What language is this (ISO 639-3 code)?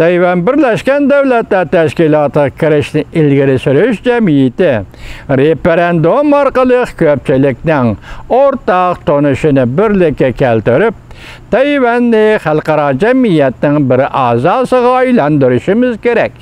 uig